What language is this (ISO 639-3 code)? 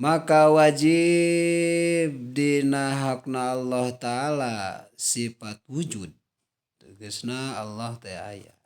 sun